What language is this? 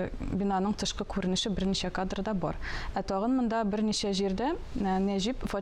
Tatar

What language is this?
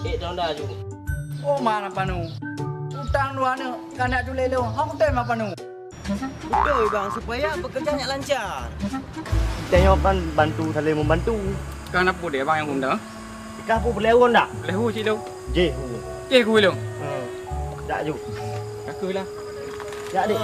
Achinese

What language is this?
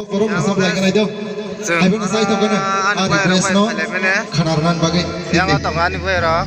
Kok Borok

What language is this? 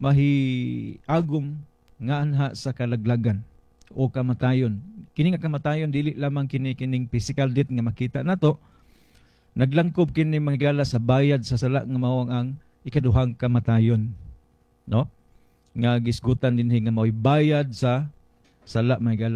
Cebuano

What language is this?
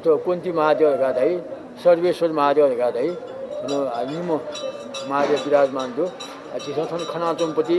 Newari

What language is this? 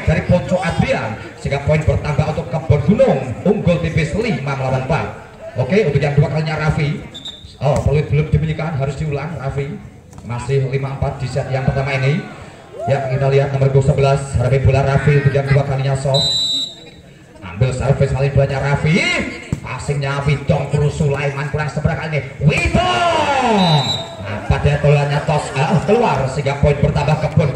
Indonesian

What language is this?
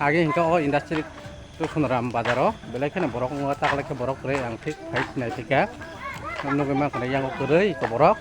Kok Borok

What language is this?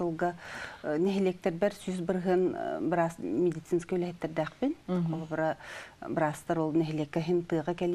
Yakut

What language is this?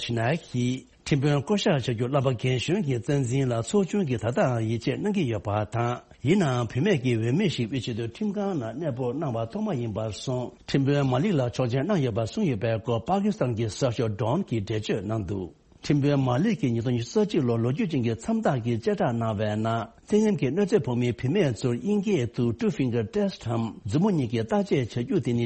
Tibetan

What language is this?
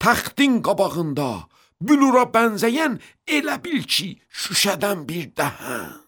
Azerbaijani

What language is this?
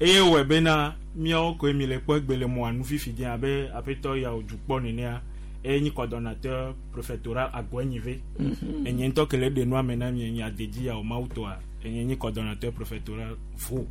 Gen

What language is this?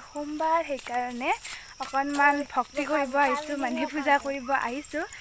Assamese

